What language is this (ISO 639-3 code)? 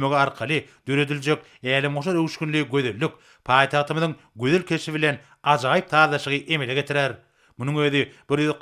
tuk